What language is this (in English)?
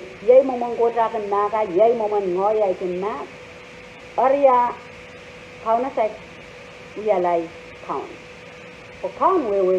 Pohnpeian